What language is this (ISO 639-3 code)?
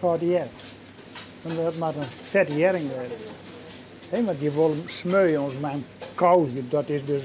fry